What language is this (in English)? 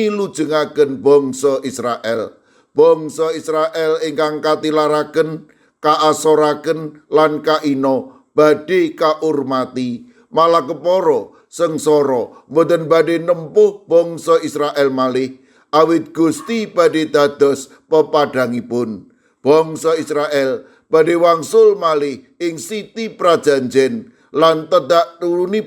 Javanese